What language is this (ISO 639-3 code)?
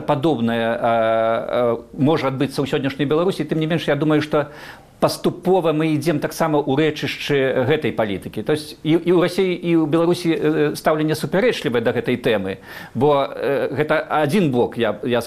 bel